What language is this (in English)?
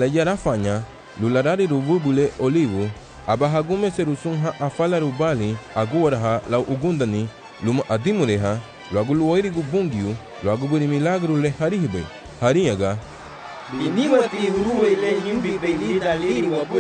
Garifuna